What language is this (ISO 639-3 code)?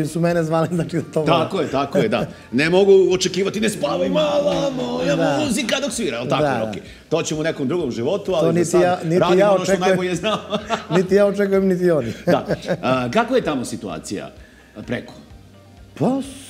srp